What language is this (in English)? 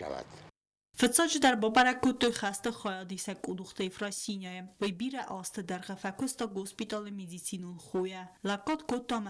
Ossetic